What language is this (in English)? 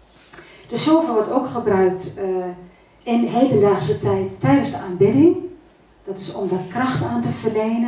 Dutch